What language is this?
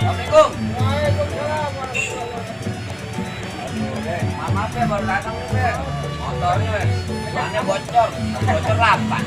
Betawi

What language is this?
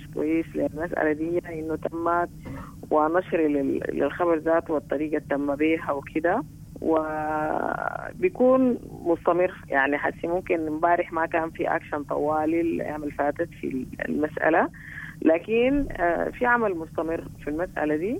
Sudanese Arabic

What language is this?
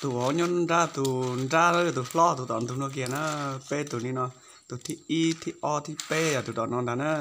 Hmong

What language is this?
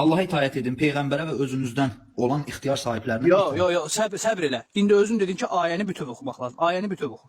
Azerbaijani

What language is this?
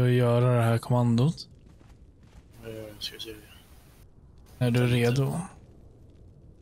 Swedish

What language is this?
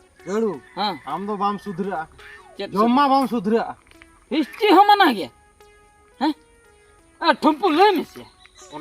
Santali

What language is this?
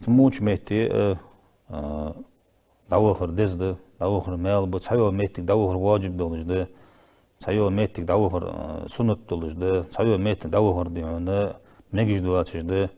Ingush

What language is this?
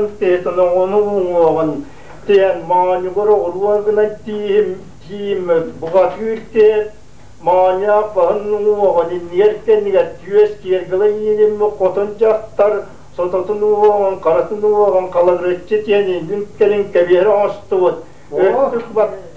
Yakut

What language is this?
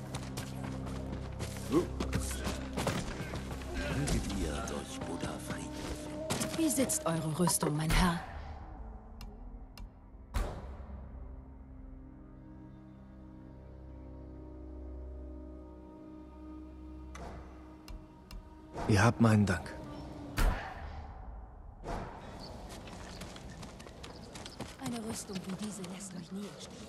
German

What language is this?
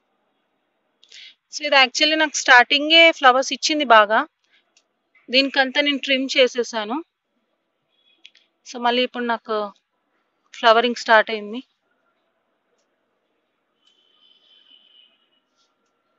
Telugu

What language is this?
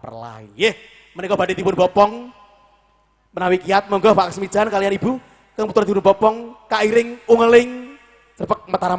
Javanese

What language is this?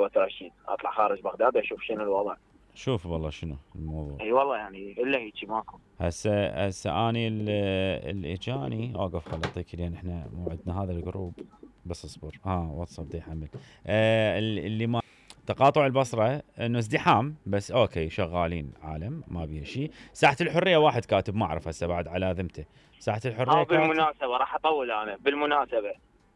Mesopotamian Arabic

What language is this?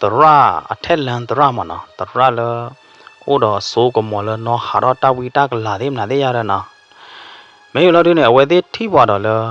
S'gaw Karen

